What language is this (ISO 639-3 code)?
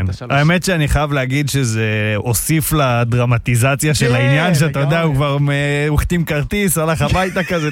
heb